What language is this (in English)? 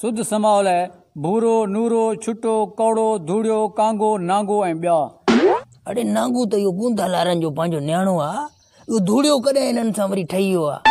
Sindhi